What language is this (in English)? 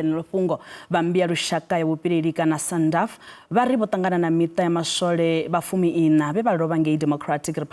Venda